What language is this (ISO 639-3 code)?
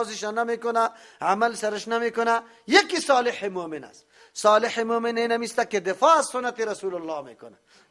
fas